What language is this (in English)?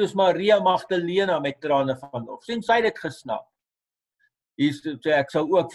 Afrikaans